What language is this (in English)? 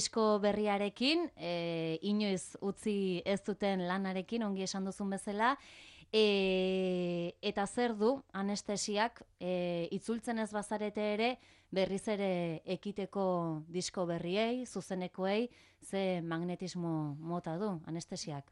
Basque